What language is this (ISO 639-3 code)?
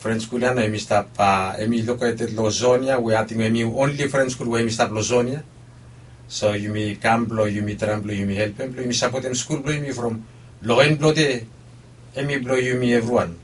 bis